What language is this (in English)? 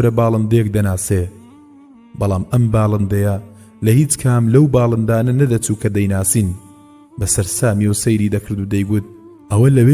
Central Kurdish